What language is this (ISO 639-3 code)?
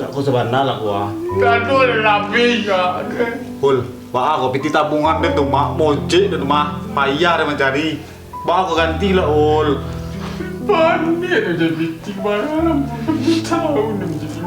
min